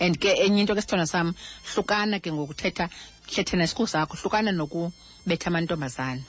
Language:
Xhosa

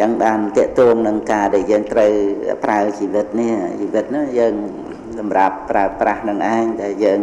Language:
Khmer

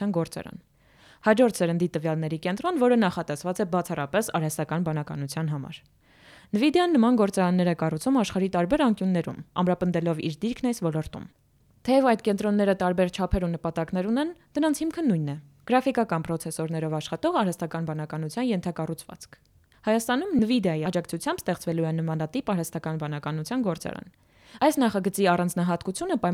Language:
Armenian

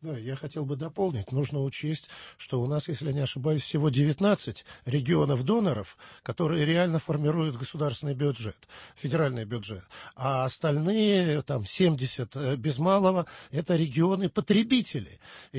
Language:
Russian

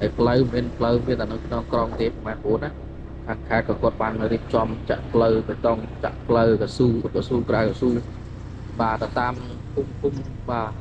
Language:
Khmer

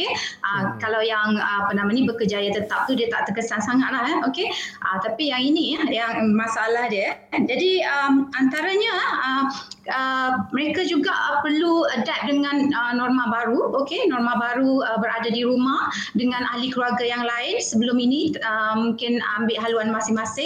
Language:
Malay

